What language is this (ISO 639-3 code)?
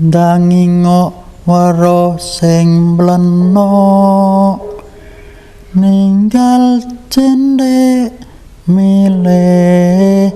jav